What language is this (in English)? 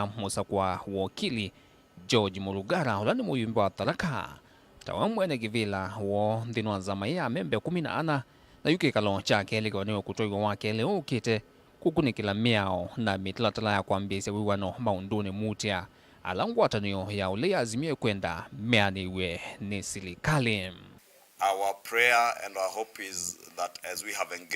Kamba